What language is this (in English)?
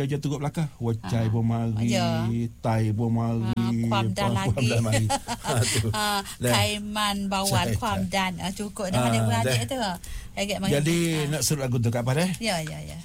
Malay